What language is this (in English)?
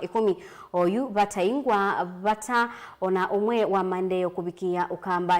Kamba